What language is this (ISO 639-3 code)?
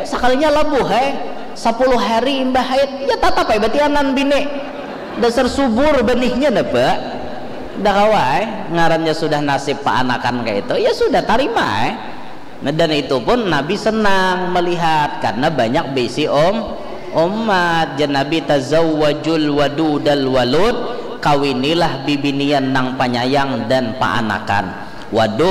bjn